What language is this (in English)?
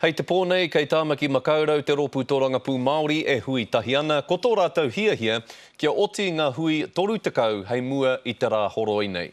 Māori